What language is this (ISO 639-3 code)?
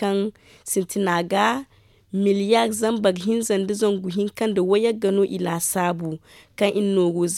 dje